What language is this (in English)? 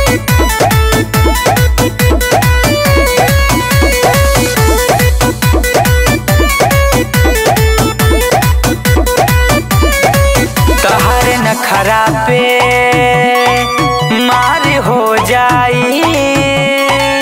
Bhojpuri